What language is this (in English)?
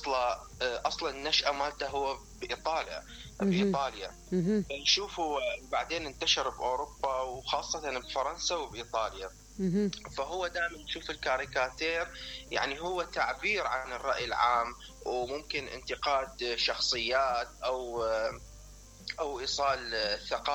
Mesopotamian Arabic